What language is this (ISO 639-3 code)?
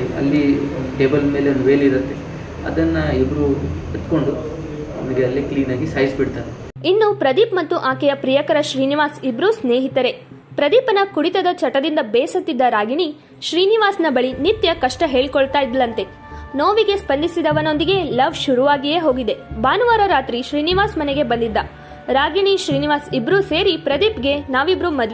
kan